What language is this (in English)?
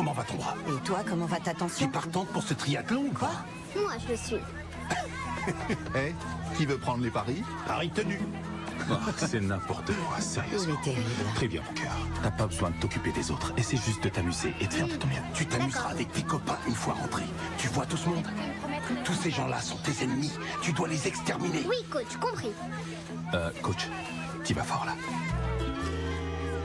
French